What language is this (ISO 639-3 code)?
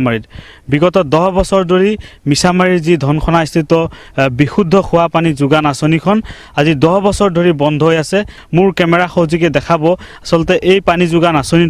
asm